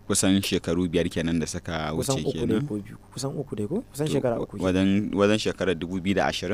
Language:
Hausa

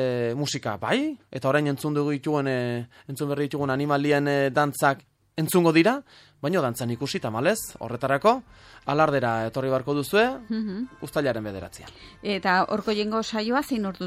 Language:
Basque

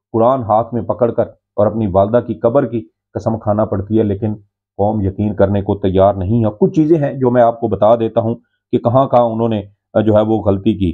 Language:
Urdu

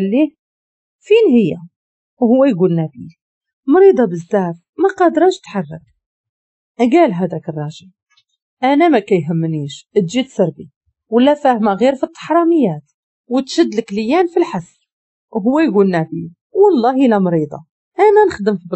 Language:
Moroccan Arabic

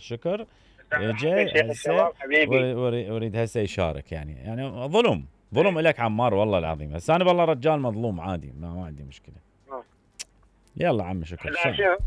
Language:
Mesopotamian Arabic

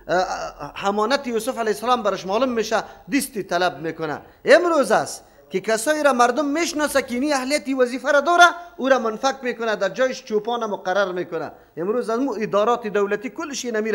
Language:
Persian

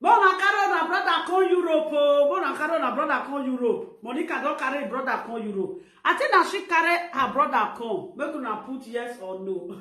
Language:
Nigerian Pidgin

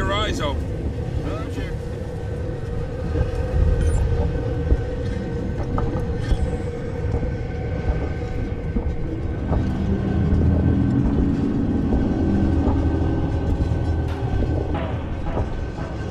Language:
English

